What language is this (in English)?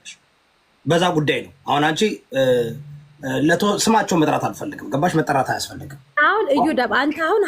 Amharic